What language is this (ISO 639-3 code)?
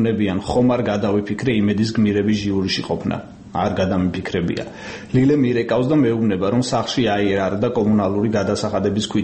kat